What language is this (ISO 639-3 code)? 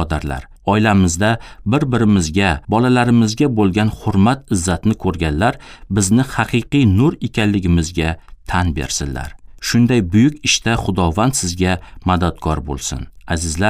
uzb